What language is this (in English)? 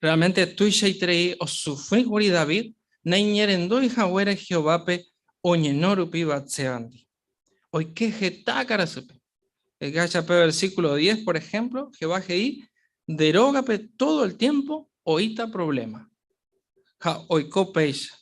Guarani